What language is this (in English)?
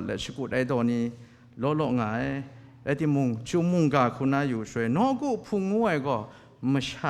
Kachin